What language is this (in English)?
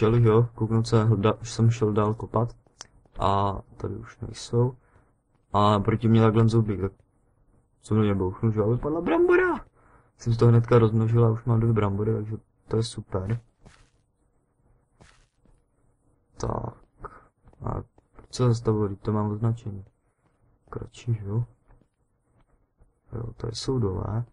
Czech